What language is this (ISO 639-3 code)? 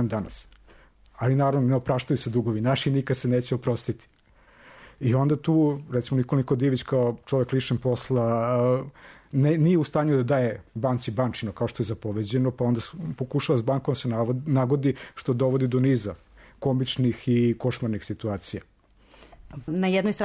srp